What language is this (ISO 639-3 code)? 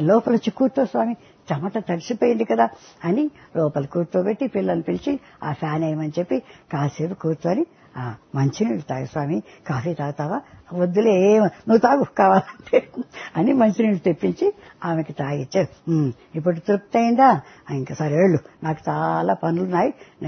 tel